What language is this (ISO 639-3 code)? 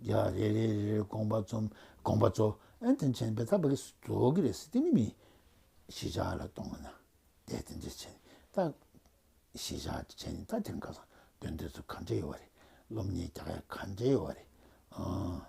bod